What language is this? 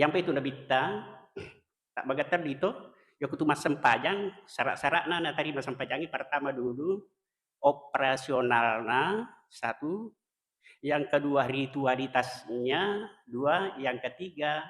Buginese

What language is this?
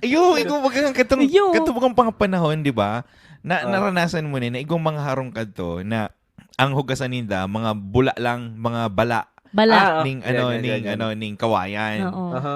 Bikol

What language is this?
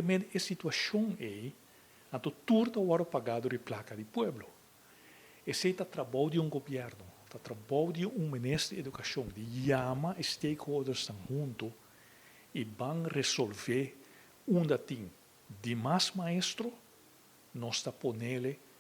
Papiamento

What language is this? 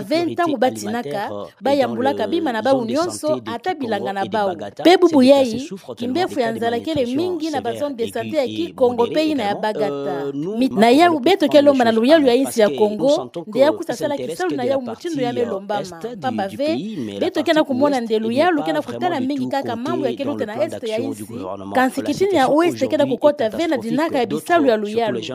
Kituba (Democratic Republic of Congo)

